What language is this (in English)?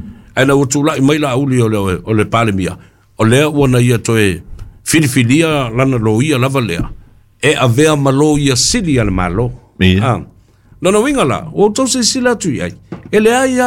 Samoan